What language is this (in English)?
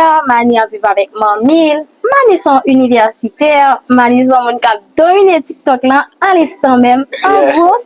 Haitian Creole